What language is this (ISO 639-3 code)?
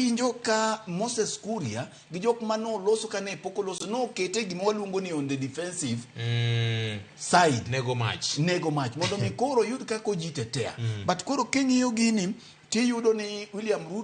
luo